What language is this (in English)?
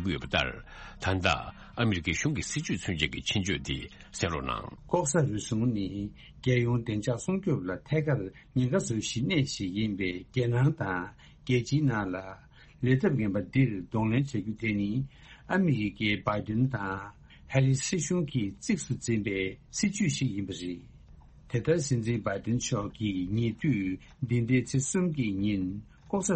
Tibetan